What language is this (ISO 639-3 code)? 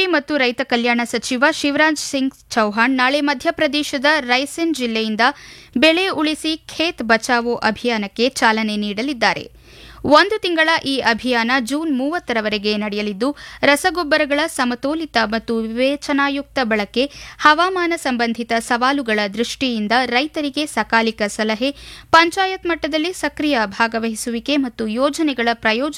kan